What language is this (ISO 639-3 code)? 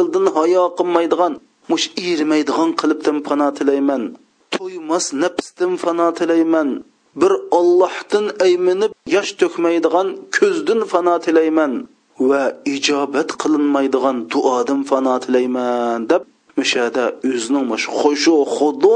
uig